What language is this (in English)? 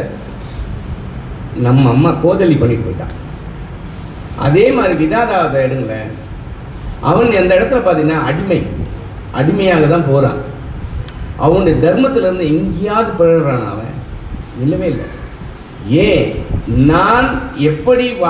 Tamil